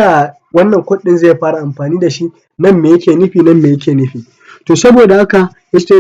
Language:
Hausa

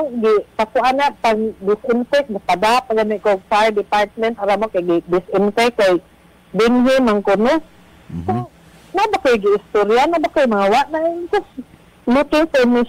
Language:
Cebuano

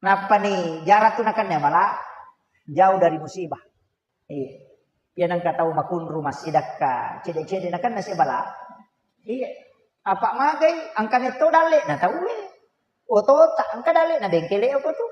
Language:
Buginese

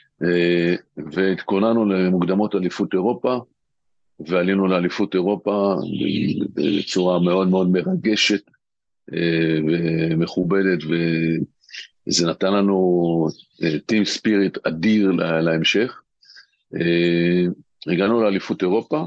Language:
Hebrew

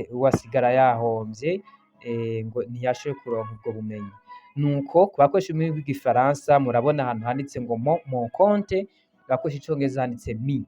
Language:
Rundi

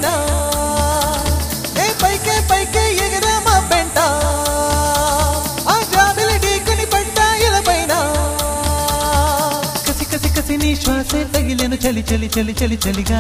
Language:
Telugu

